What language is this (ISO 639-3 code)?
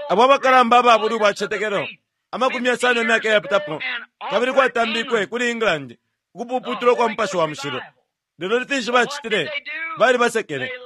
bem